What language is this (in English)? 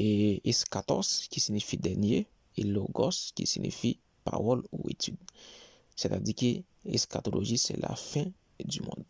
Haitian Creole